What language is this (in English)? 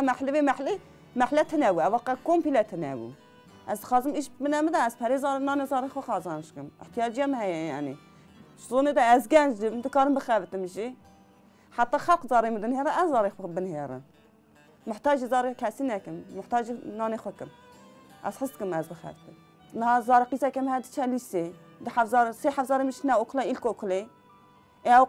Kurdish